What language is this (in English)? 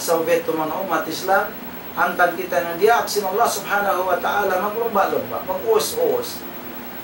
Tausug